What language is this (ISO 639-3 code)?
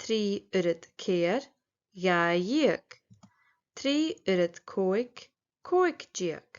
gla